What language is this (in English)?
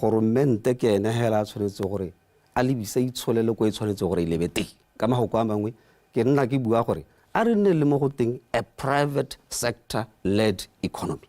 Tswana